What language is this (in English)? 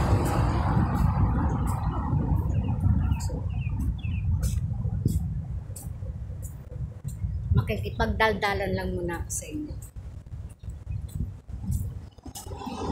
Filipino